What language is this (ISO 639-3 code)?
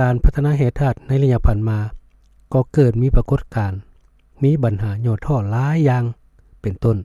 lao